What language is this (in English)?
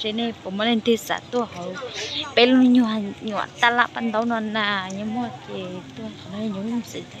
Hmong